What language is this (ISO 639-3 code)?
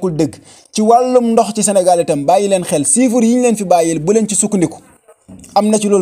wol